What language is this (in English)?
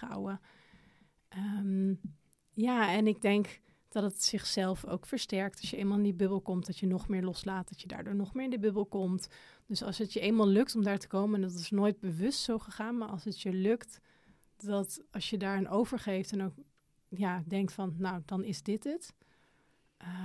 Dutch